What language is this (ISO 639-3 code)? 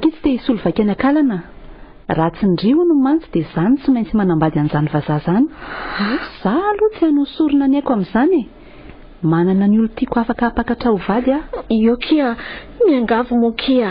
mlg